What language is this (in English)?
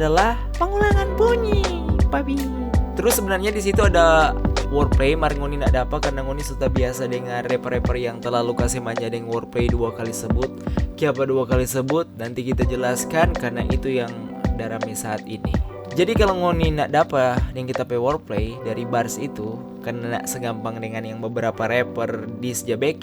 Manado Malay